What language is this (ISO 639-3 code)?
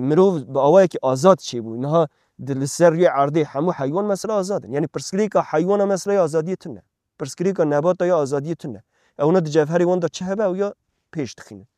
kur